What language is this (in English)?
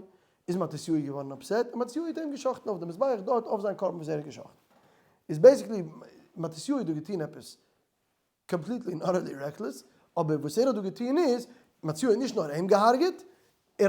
Yiddish